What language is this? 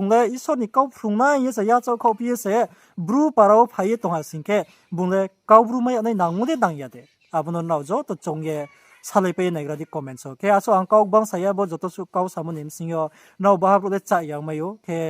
Riang (India)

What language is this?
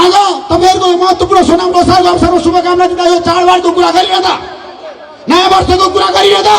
Nepali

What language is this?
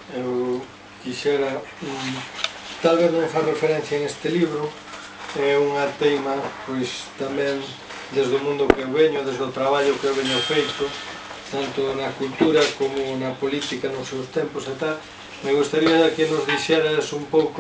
Galician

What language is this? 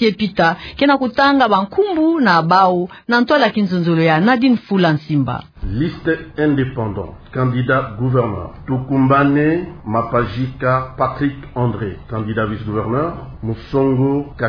Kituba (Democratic Republic of Congo)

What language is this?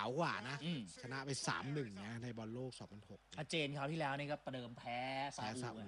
Thai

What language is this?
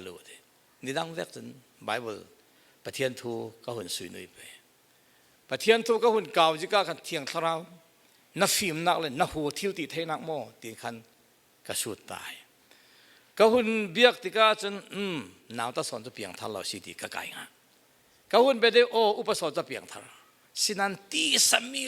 Falam Chin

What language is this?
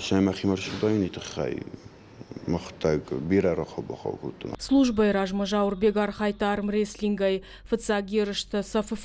Ossetic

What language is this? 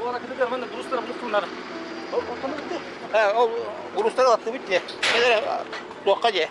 Yakut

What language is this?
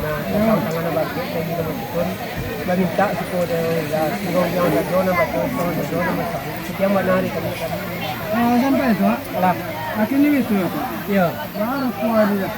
Minangkabau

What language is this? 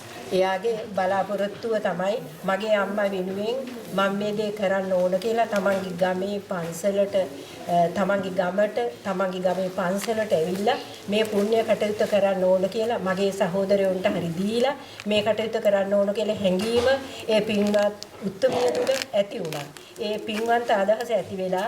Sinhala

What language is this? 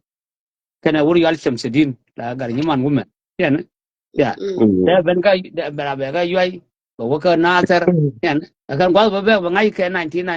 Nuer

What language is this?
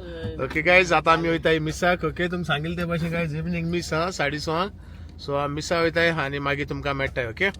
Konkani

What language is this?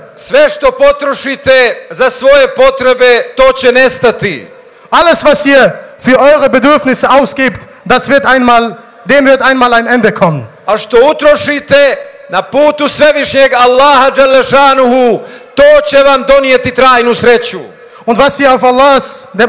Bosnian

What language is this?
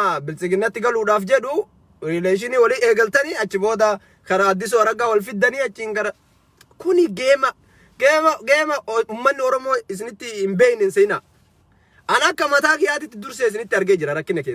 Oromo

